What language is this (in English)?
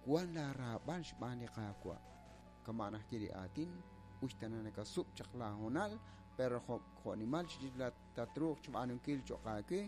Kekchí